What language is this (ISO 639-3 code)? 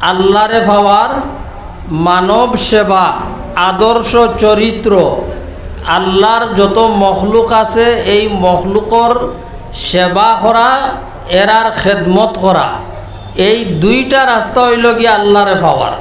syl